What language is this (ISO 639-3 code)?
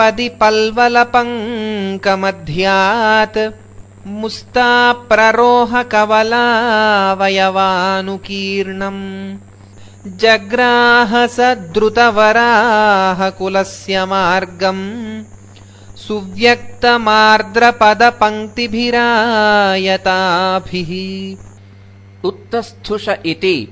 san